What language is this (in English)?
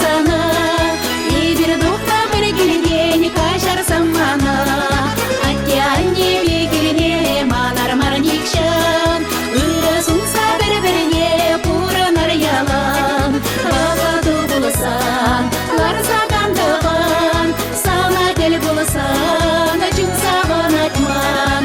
Chuvash